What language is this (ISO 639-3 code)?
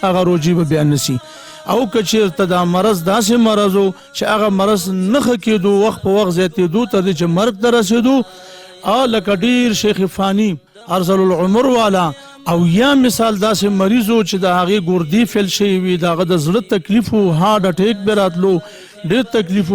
pus